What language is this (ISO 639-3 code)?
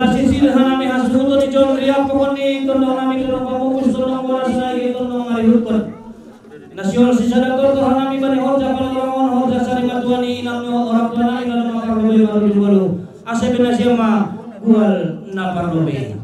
bts